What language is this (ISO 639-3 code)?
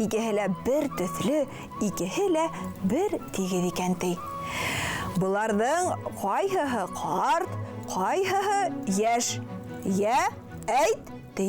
bak